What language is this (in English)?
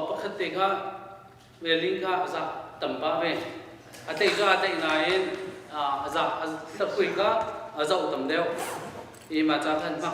Hakha Chin